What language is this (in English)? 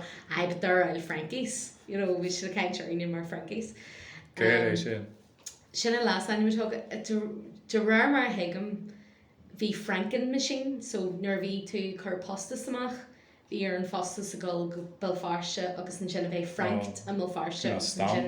Irish